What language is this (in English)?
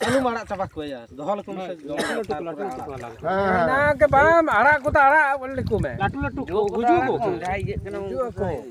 Santali